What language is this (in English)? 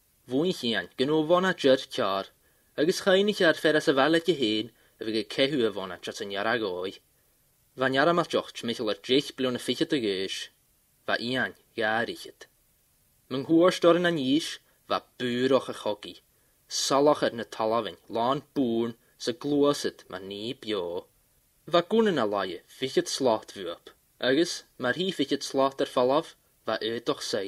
Scottish Gaelic